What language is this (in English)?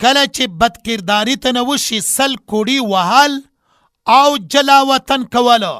Pashto